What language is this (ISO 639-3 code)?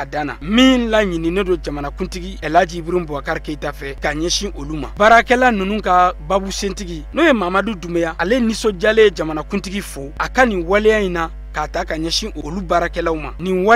bam